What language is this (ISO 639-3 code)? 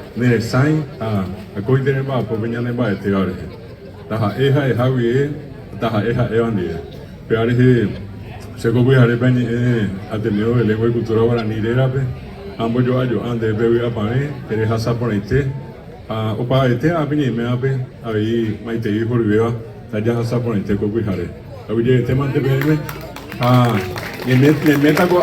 grn